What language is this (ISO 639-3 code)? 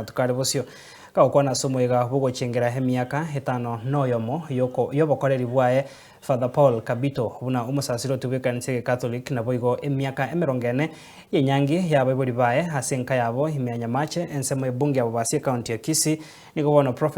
guz